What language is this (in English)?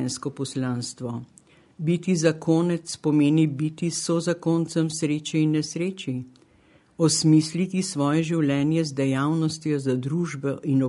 Slovenian